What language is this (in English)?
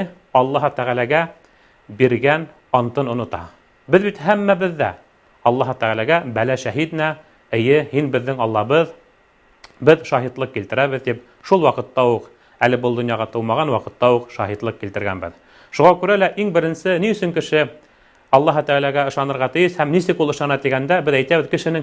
Bashkir